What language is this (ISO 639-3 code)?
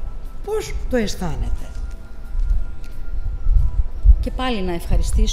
ell